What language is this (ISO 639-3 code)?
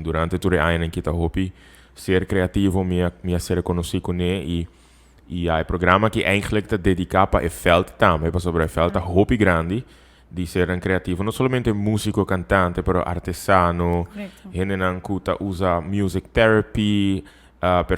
pap